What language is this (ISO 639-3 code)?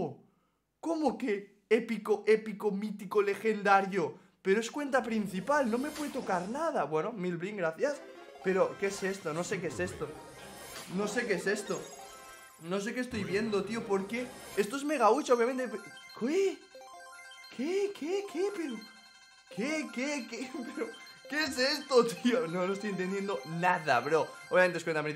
spa